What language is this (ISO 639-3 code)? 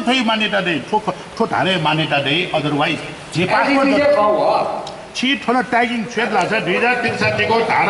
new